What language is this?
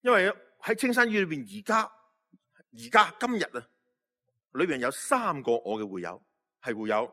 Cantonese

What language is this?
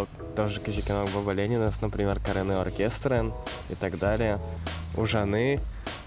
Udmurt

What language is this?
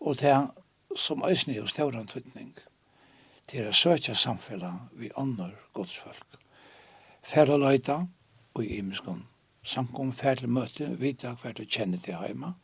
Faroese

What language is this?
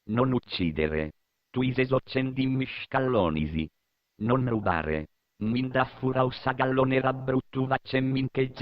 Sardinian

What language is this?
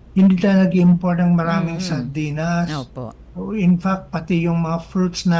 Filipino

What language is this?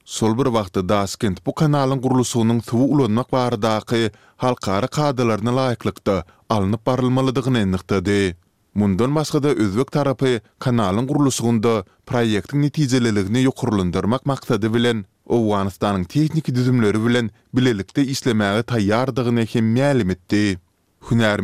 Turkmen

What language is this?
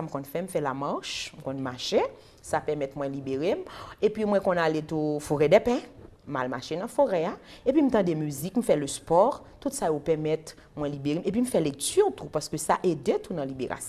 Haitian Creole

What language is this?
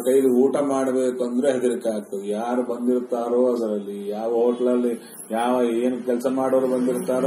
Kannada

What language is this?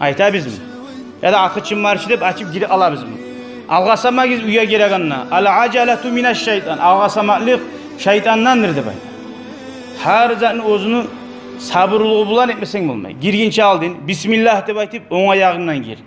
Kumyk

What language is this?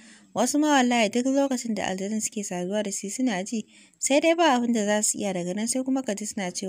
Hausa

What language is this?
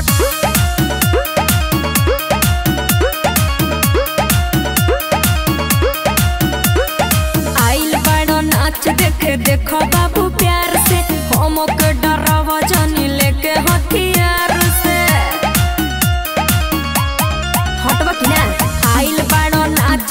Bhojpuri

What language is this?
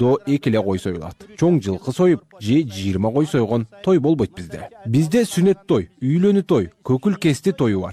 Kyrgyz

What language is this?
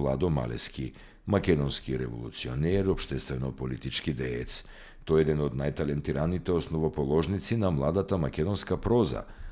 Macedonian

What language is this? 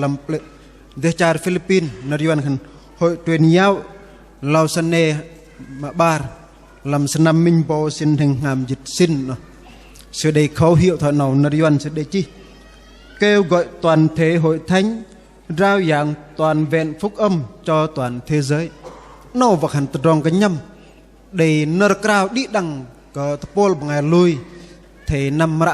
Bahnar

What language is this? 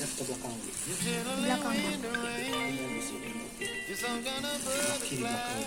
Banjar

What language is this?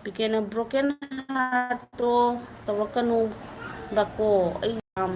Manipuri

